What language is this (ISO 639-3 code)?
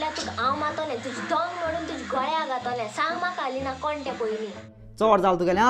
kok